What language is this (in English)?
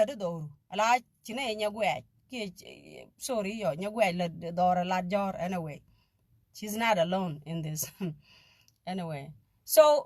Nuer